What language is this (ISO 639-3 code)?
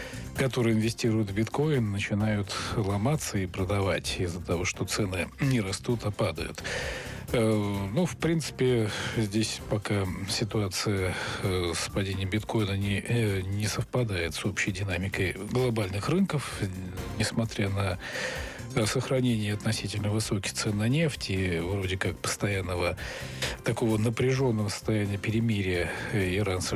rus